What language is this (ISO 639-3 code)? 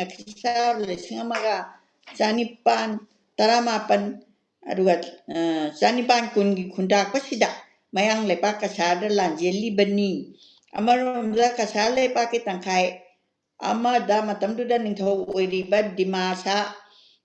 mni